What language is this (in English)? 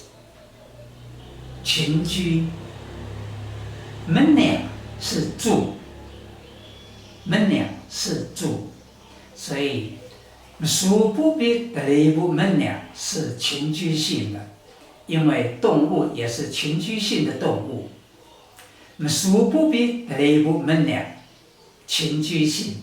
Taroko